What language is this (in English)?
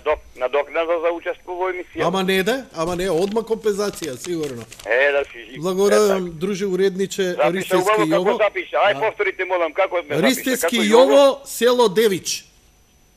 Macedonian